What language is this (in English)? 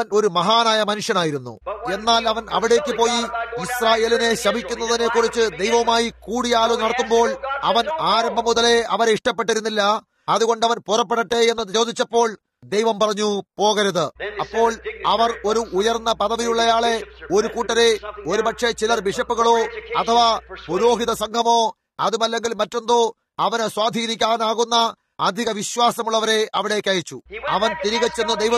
Malayalam